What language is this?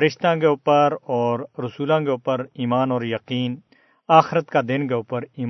Gujari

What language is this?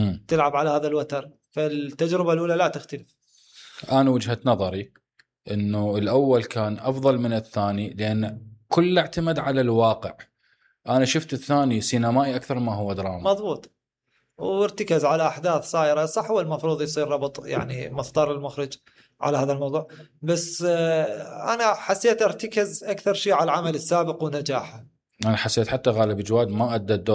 Mesopotamian Arabic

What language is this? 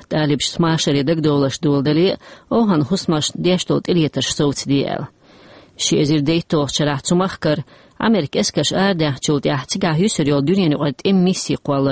Chechen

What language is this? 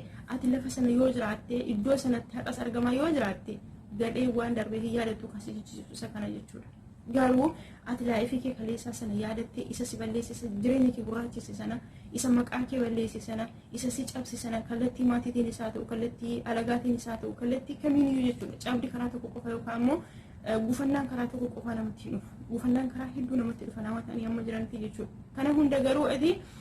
Oromo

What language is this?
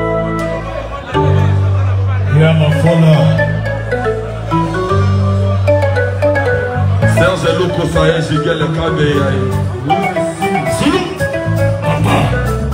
French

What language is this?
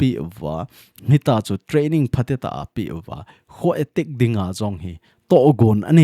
Thado Chin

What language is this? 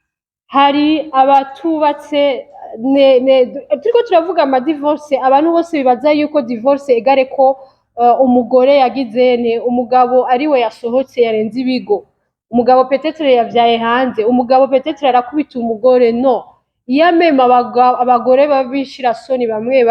Rundi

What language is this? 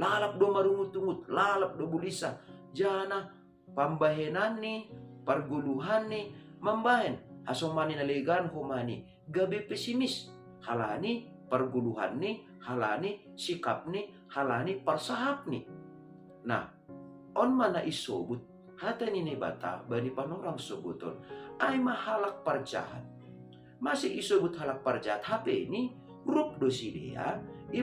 Batak Simalungun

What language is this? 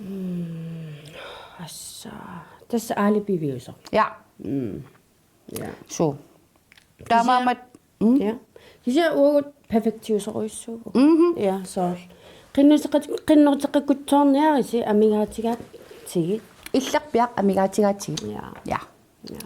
Kalaallisut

